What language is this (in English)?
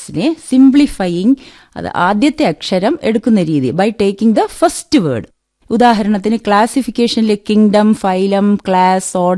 Malayalam